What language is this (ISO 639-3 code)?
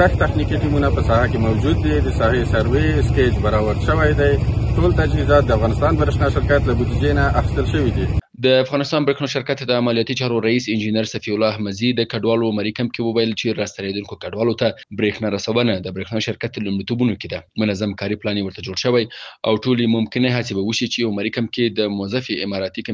pus